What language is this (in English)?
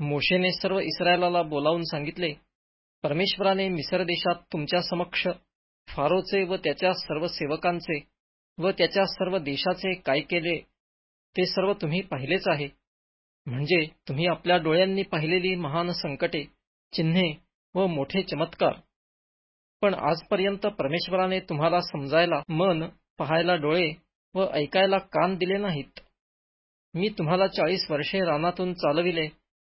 Marathi